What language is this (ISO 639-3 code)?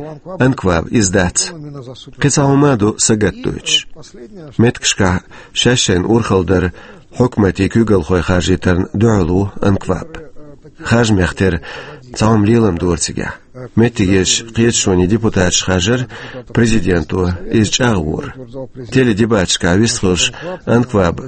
che